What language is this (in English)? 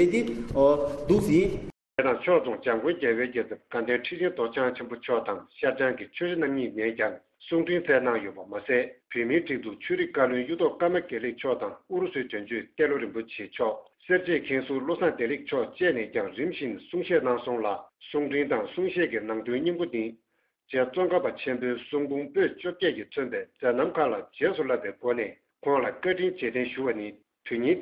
Tibetan